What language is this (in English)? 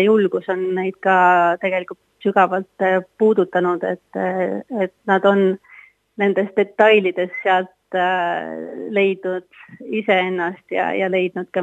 Estonian